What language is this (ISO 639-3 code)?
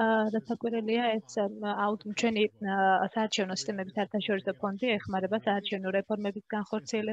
kat